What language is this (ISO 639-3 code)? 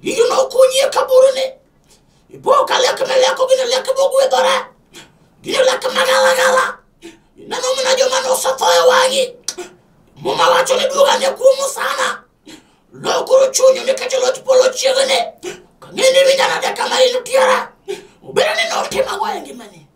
luo